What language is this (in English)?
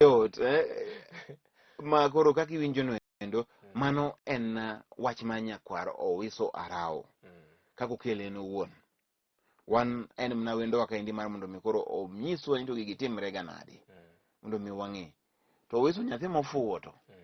Luo (Kenya and Tanzania)